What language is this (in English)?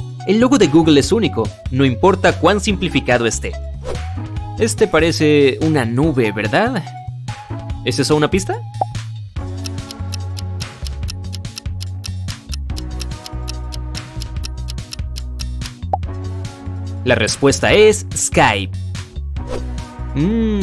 Spanish